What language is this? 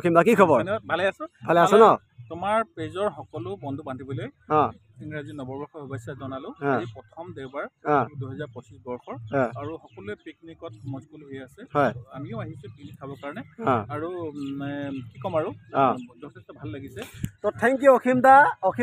Assamese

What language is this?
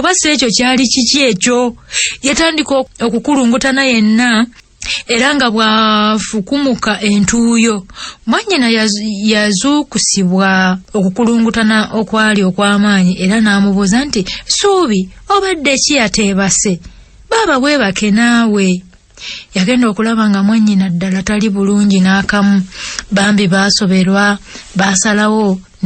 Ganda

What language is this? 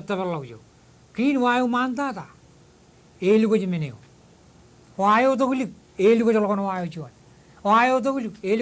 Marshallese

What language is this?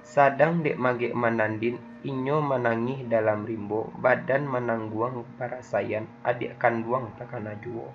Minangkabau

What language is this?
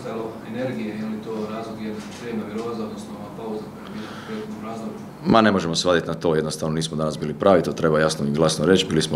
Croatian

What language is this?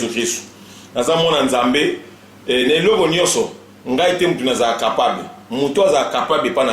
Lingala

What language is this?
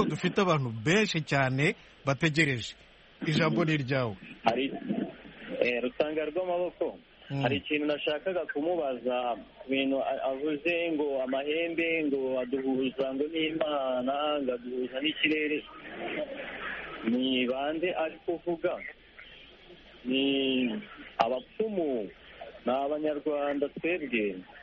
Kinyarwanda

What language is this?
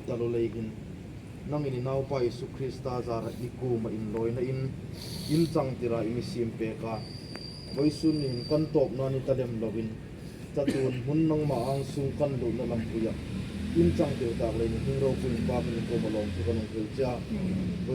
Hmar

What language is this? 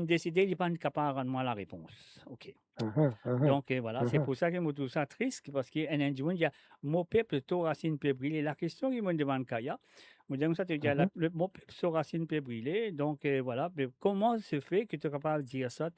Morisyen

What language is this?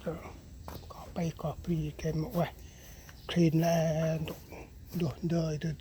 Central Mnong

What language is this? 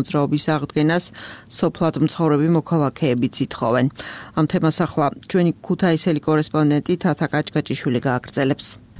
Georgian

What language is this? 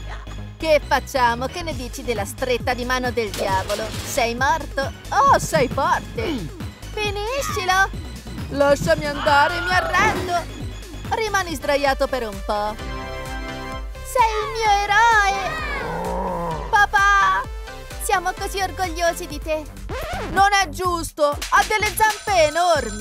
Italian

